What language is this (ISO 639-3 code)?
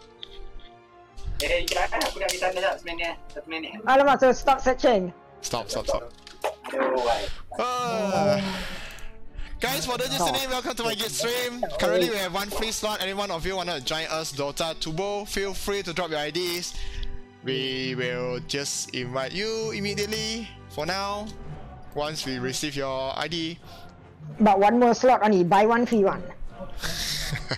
msa